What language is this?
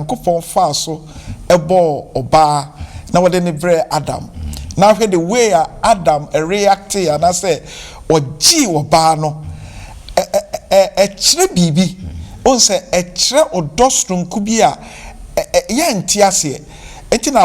Akan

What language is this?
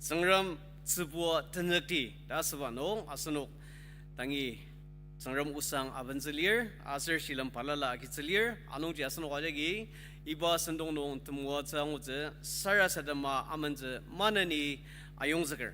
Ao Naga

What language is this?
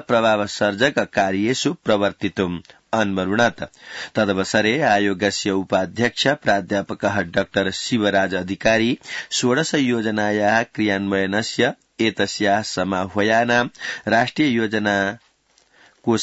Sanskrit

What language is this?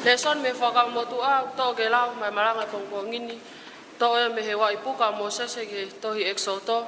Tongan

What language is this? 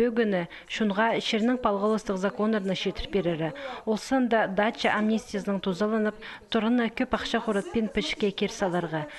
Khakas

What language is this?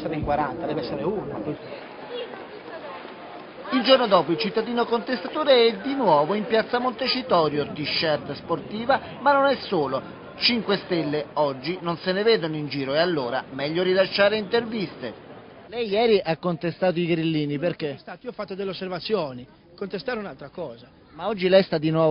Italian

